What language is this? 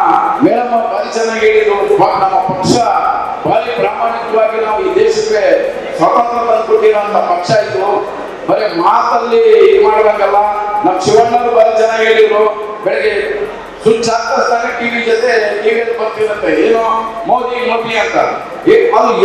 Kannada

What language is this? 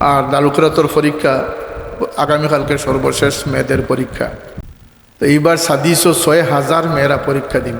Sylheti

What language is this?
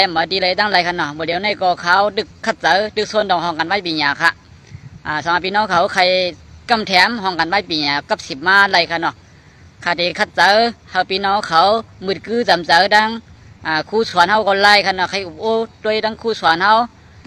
Shan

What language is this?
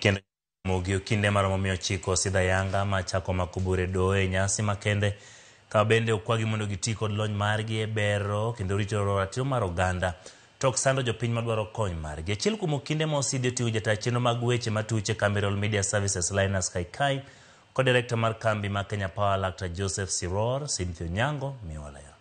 Luo (Kenya and Tanzania)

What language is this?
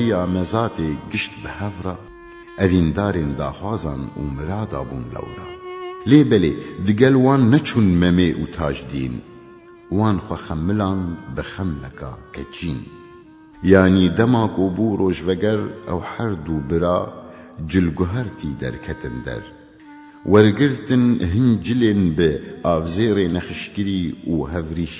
Kurdish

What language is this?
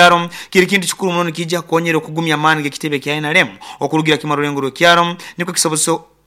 Nyoro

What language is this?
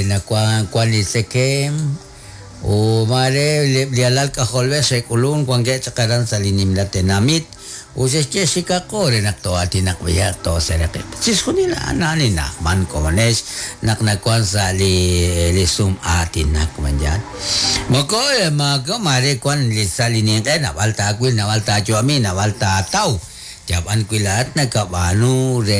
Kekchí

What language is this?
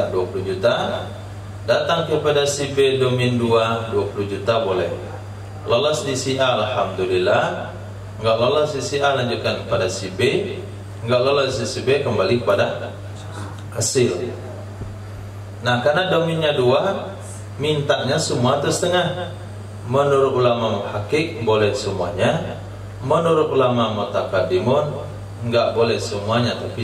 Indonesian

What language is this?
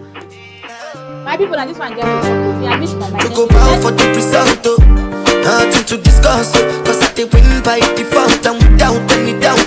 Nigerian Pidgin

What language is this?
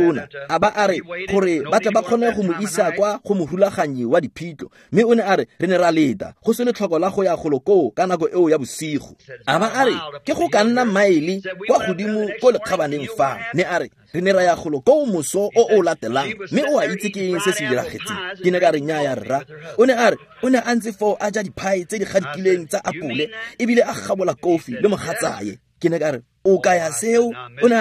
Tswana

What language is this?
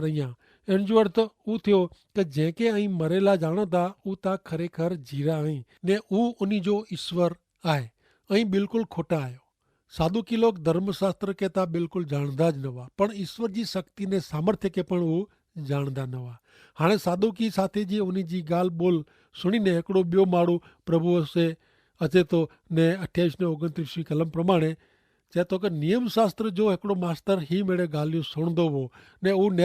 Kachhi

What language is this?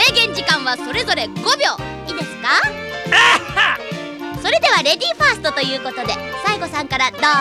Japanese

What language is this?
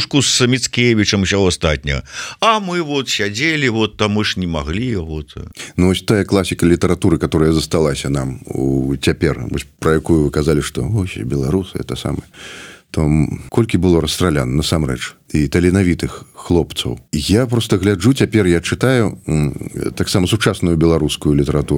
Belarusian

